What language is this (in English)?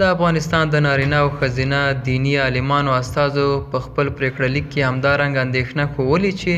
Pashto